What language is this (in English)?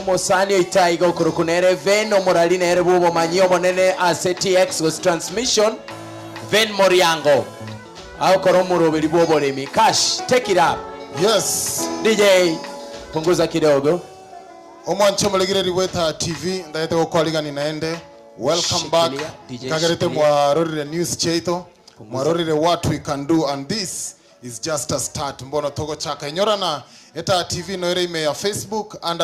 Gusii